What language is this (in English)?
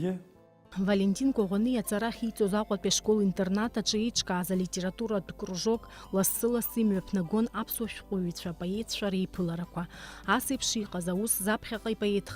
Abkhazian